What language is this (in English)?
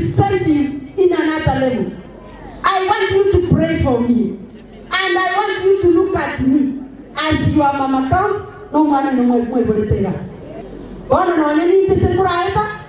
Gusii